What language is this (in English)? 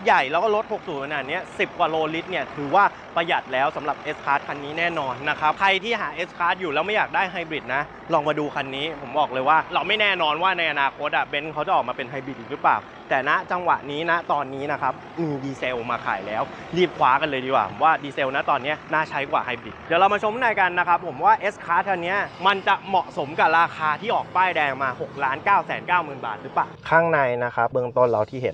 Thai